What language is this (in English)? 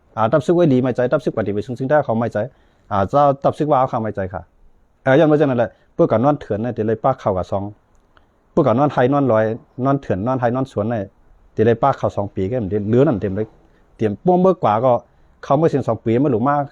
Shan